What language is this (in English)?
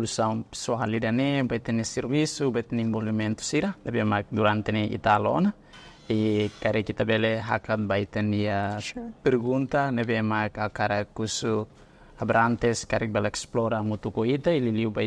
Tetum